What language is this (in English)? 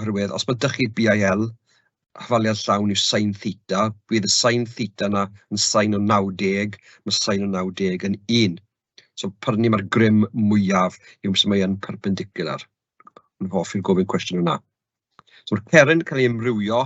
Welsh